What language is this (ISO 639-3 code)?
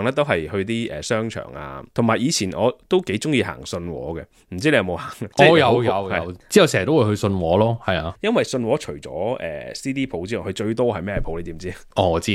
yue